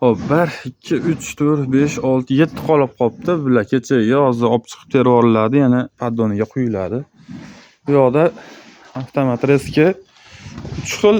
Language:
Uzbek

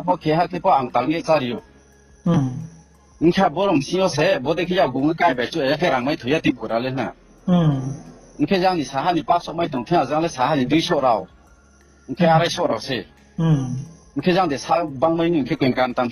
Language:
Riang (India)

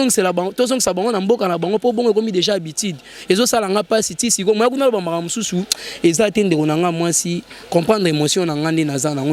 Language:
Lingala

